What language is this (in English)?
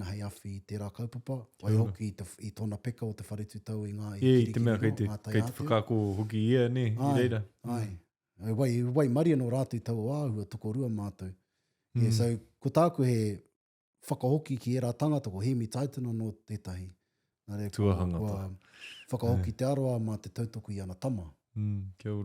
Māori